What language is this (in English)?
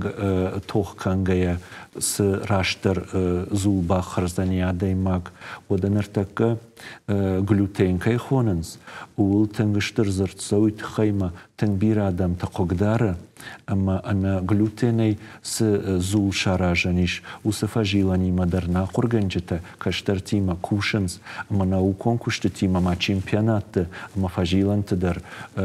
Ossetic